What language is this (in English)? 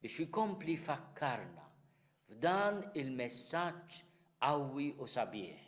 Maltese